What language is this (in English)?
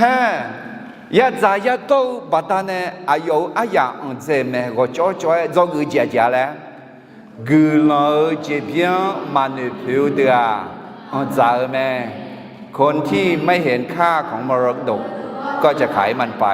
Akha